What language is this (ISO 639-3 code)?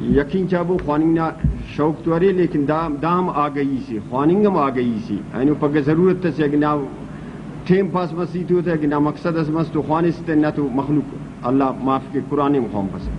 brh